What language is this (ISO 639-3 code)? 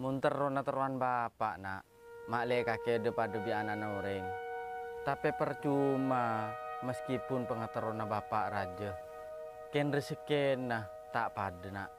mad